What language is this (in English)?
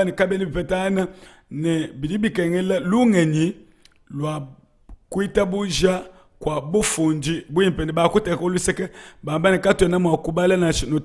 Luba-Lulua